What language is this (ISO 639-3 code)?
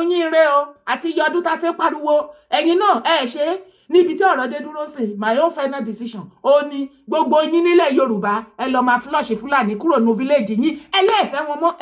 yor